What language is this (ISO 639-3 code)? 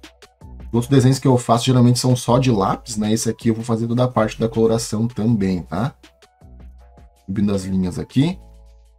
por